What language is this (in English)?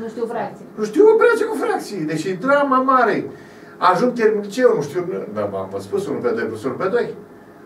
Romanian